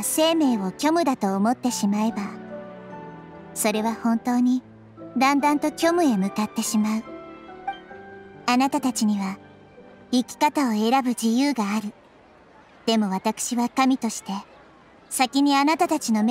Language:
Japanese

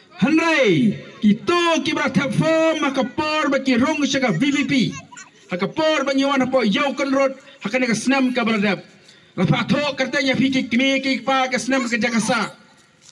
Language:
Khasi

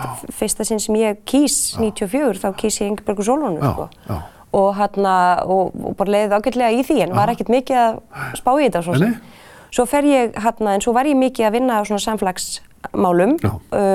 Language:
Icelandic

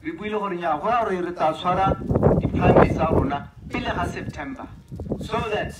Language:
Tswana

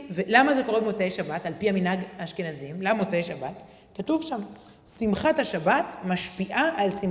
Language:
Hebrew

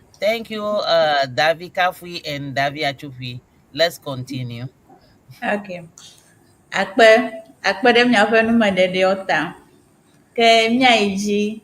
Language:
Ewe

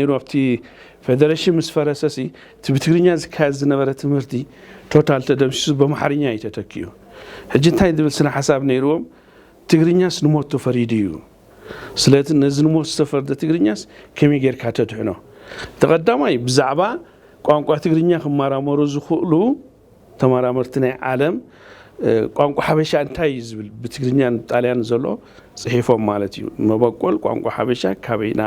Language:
Tigrinya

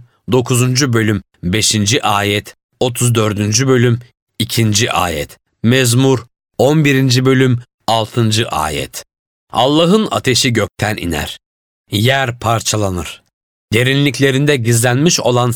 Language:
Turkish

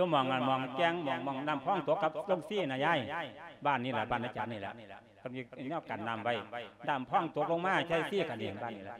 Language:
Lao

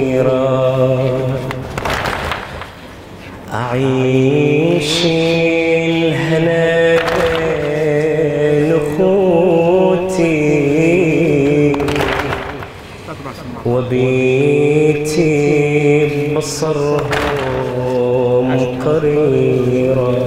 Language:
Arabic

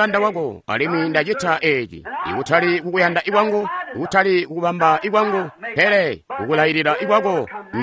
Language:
Tonga (Zambia)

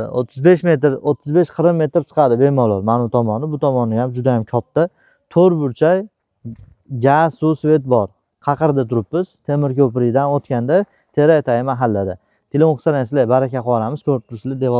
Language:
Uzbek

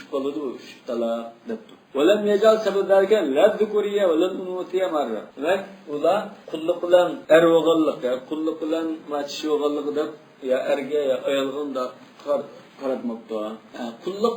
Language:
Uyghur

